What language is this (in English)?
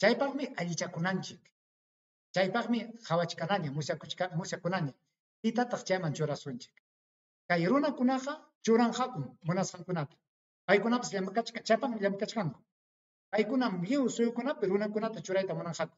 Ayacucho Quechua